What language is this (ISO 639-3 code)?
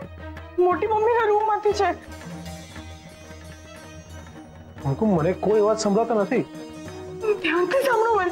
guj